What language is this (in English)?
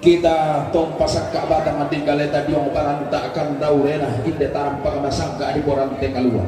Toraja-Sa'dan